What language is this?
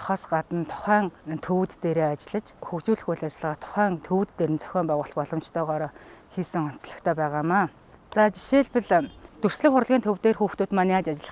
Mongolian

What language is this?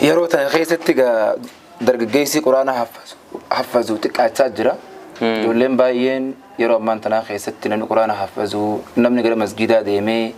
Oromo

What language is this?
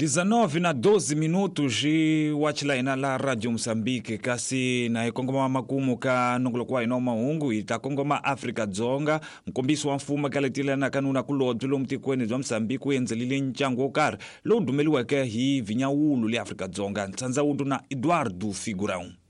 Tsonga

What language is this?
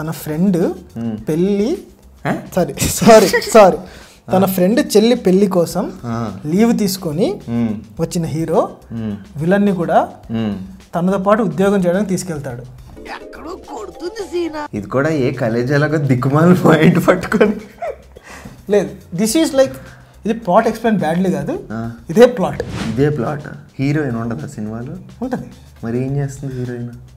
Telugu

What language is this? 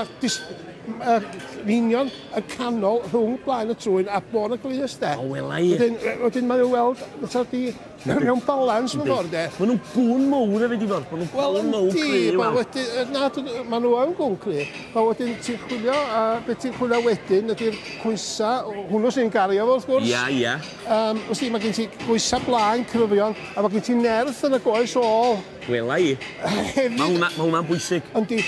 Welsh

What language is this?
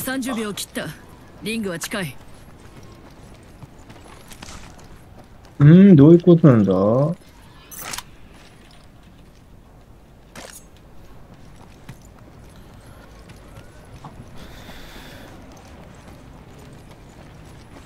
Japanese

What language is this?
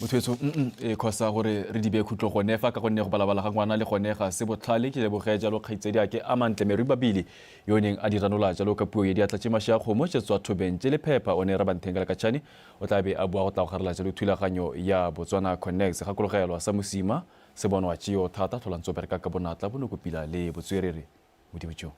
Tswana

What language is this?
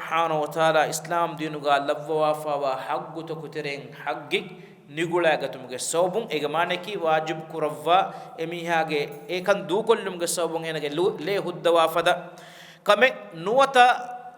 Divehi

